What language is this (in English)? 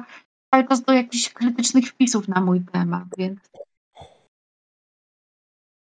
Polish